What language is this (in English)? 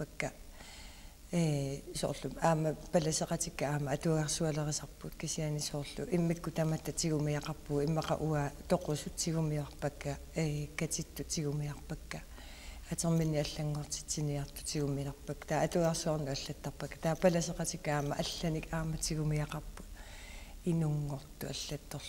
Kalaallisut